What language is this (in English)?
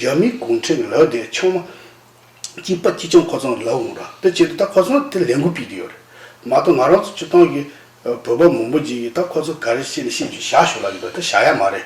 Tibetan